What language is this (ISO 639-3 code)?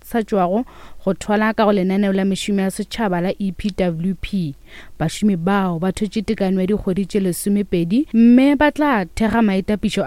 nso